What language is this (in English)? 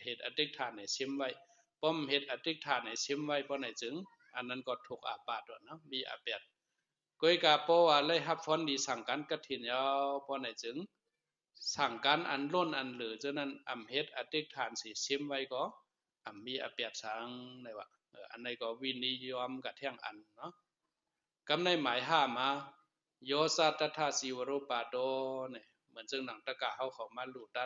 Shan